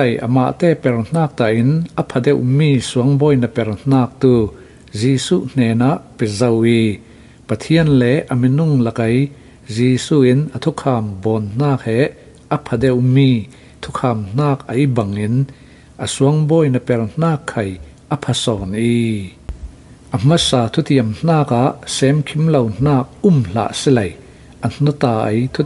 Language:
Falam Chin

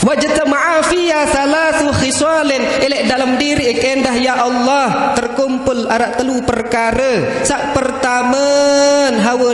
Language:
Sasak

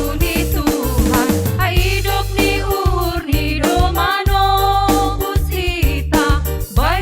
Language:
Batak Simalungun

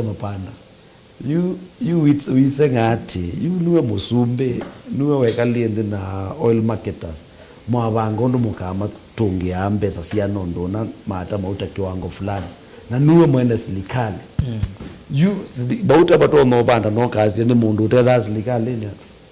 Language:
Kamba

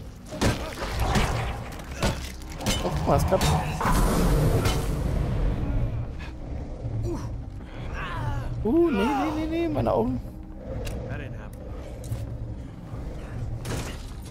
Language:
German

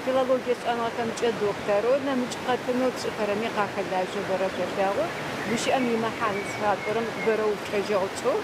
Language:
Adyghe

